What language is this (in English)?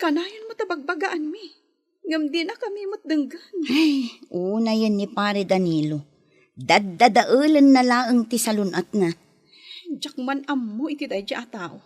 Iloko